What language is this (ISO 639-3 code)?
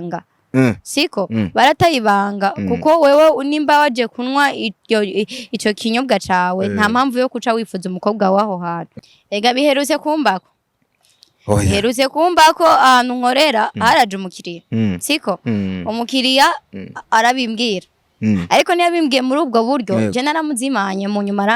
run